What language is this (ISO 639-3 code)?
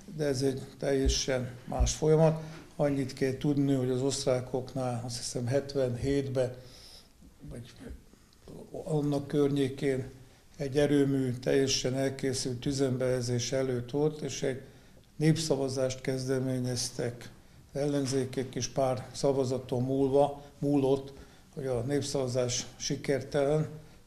hun